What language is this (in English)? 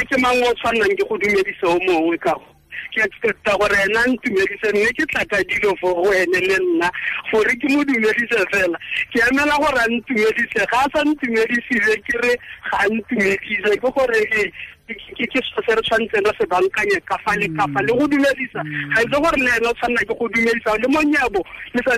Tswana